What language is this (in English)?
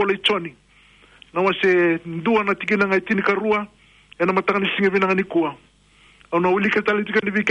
Fijian